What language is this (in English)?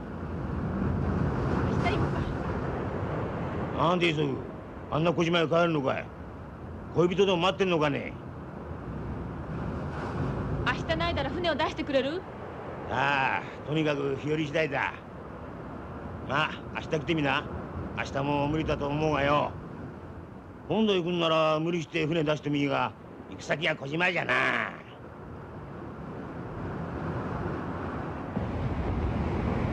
Japanese